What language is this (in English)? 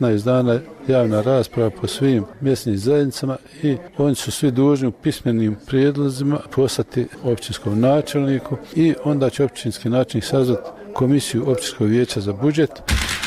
Bosnian